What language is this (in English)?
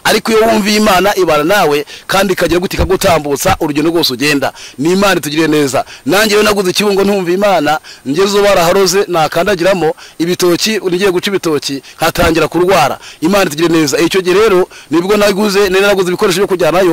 Kinyarwanda